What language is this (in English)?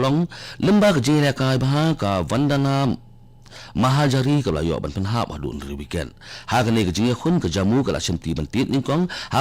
Khasi